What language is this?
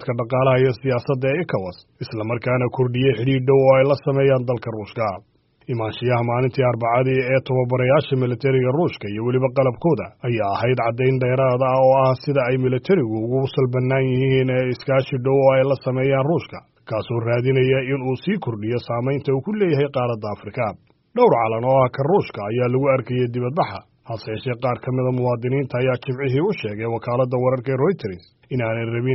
Somali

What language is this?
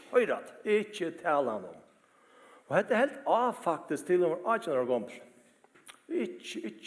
Faroese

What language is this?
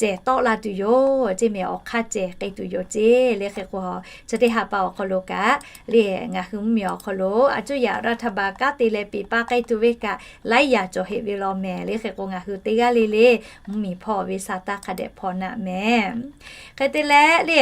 Lahu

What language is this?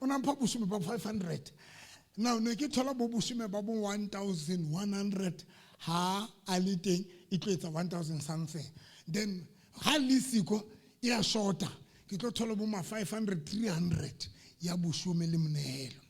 Southern Sotho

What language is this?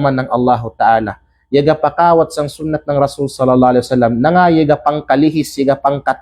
Kalagan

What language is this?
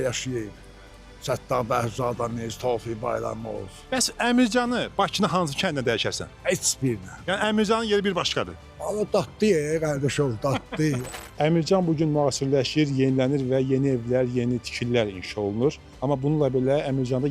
Azerbaijani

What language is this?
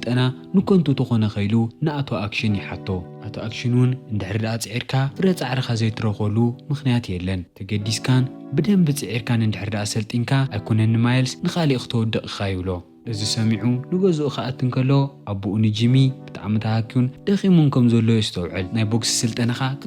Tigrinya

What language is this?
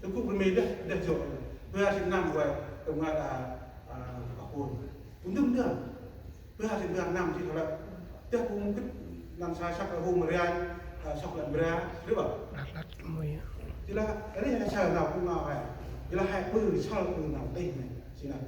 Central Mnong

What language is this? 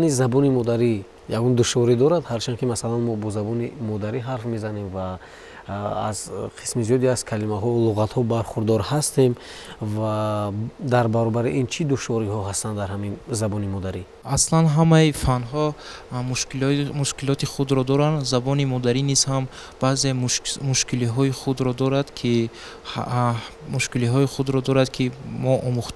Tajik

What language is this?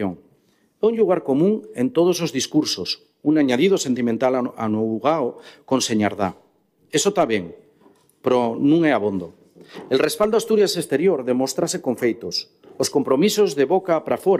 Galician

